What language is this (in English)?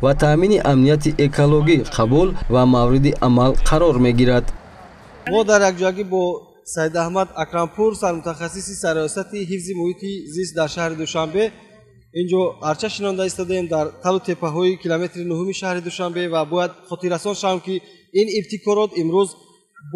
Tajik